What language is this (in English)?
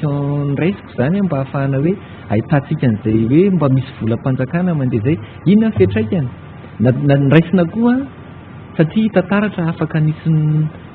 Malagasy